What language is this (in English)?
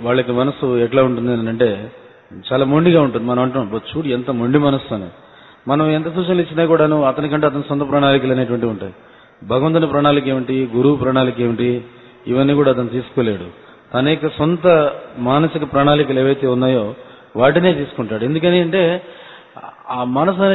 Telugu